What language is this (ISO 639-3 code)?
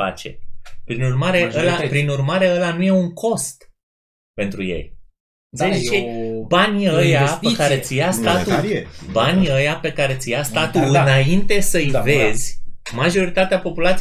ron